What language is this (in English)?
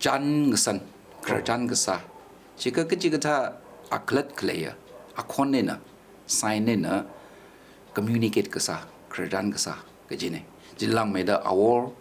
Tangkhul Naga (India)